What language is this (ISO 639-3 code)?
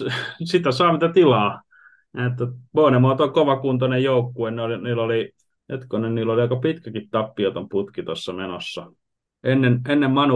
fin